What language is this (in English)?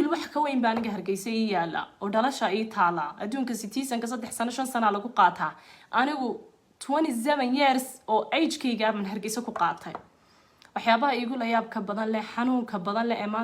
Somali